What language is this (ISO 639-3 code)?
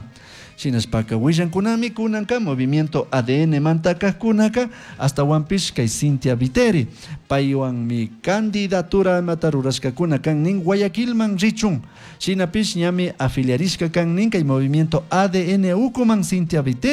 qug